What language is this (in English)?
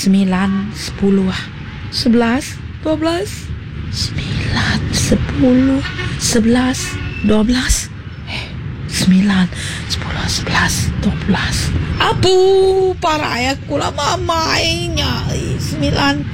Iban